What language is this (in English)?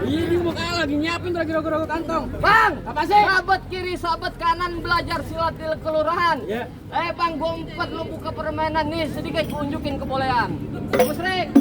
Betawi